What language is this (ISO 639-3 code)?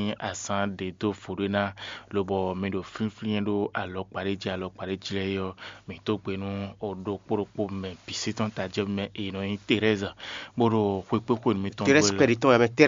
fon